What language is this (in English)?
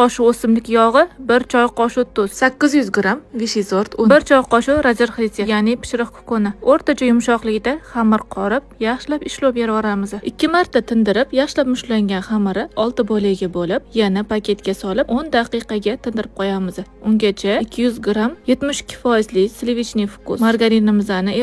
Uzbek